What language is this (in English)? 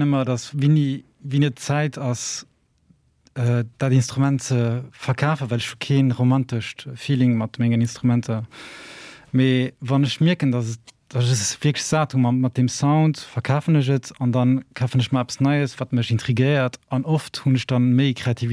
Luxembourgish